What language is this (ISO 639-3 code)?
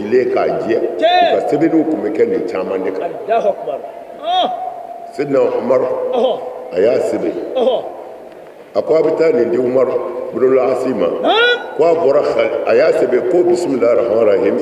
bam